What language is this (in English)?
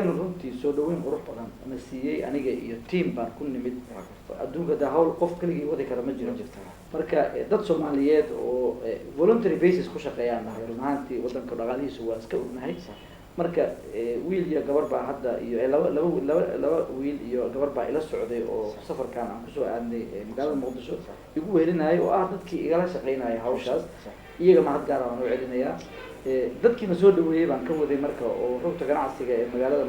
Somali